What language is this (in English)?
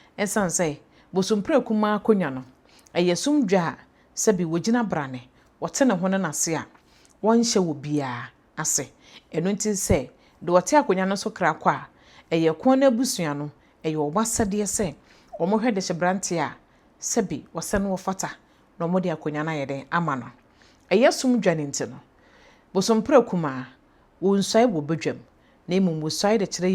Akan